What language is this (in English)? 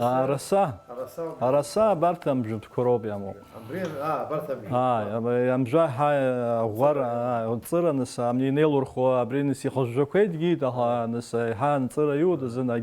Abkhazian